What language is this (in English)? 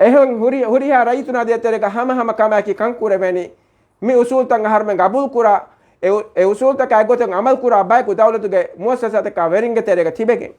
Divehi